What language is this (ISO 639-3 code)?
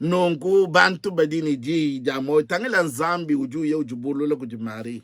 lua